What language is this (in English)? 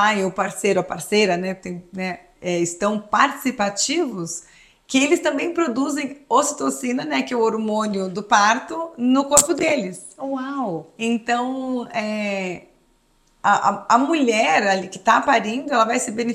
Portuguese